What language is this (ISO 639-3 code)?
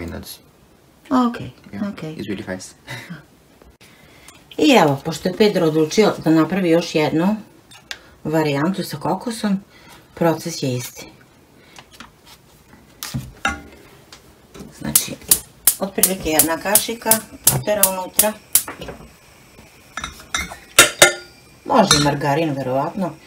srp